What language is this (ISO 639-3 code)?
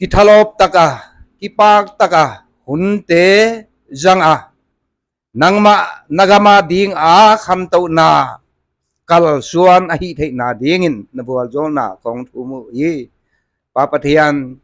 pck